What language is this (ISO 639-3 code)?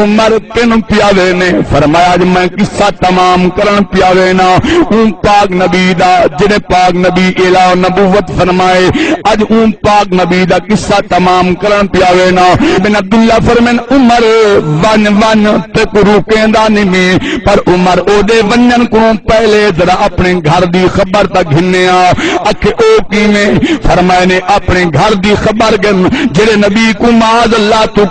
skr